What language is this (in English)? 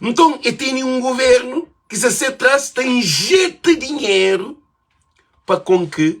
Kabuverdianu